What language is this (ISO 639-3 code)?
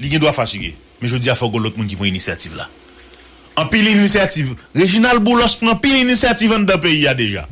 hat